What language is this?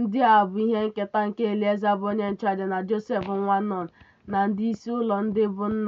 Igbo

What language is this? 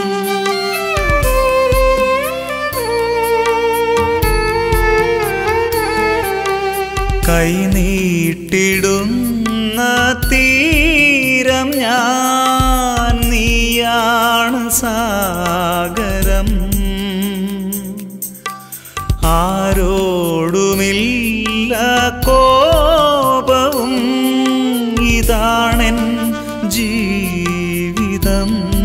Malayalam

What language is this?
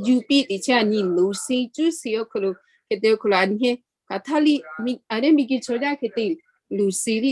Lahu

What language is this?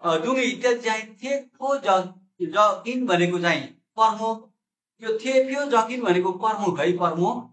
Nepali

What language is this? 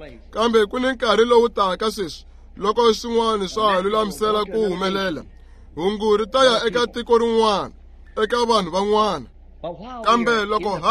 Tsonga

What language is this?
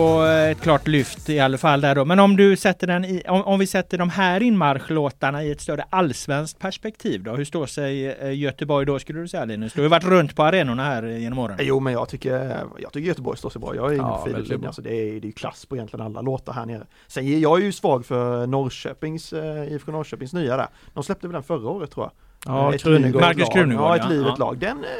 Swedish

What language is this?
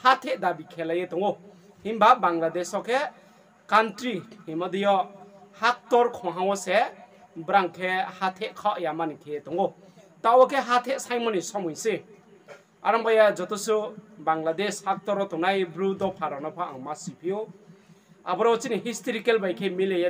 Riang (India)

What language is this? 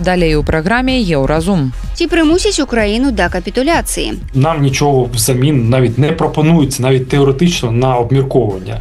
Belarusian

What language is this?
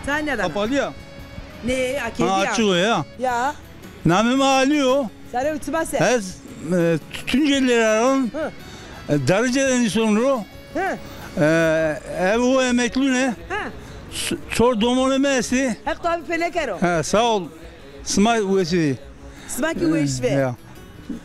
Zaza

